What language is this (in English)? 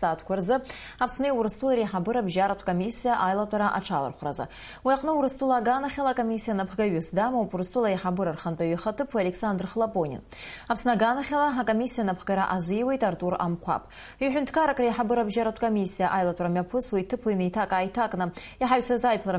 Abkhazian